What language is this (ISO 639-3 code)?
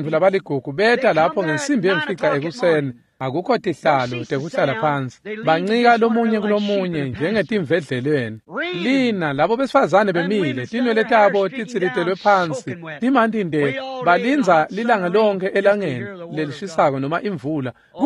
ssw